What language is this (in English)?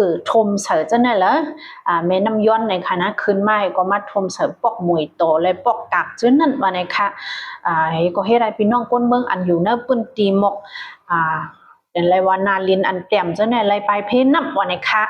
Shan